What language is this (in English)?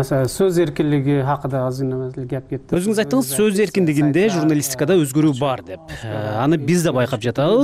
Kyrgyz